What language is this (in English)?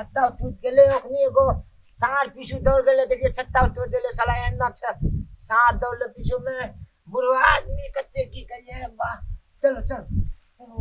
Maithili